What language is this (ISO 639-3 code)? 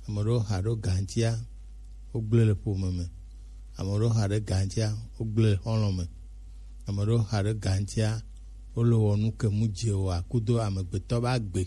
gej